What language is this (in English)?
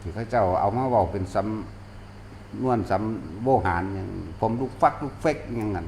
Northeastern Thai